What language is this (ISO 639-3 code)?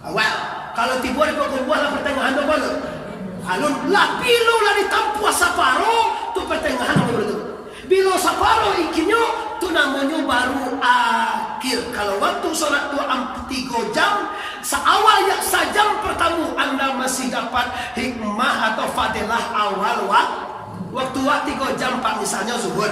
min